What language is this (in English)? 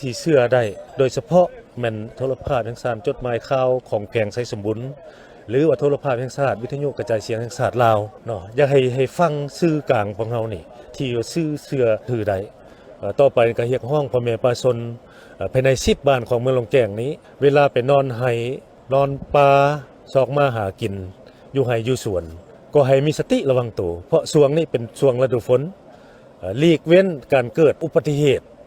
Lao